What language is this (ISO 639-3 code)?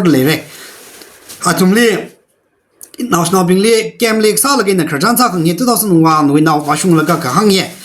nmf